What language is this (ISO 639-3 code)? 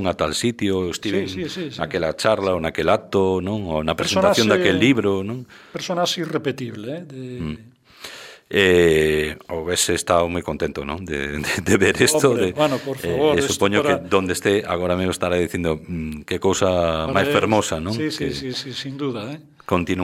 glg